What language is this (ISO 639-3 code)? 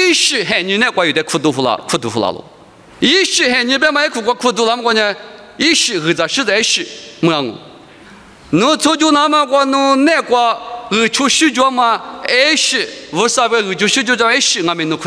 lis